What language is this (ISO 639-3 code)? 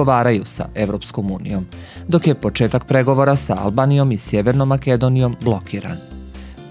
srp